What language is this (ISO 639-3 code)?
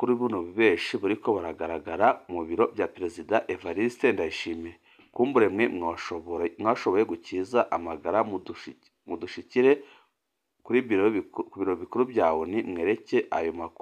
run